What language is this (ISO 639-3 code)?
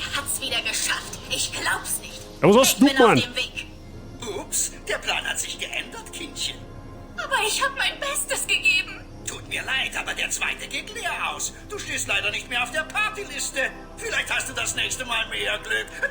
bar